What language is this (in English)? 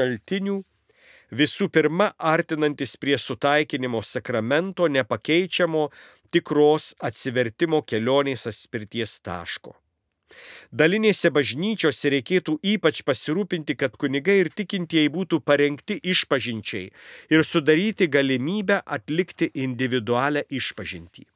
Lithuanian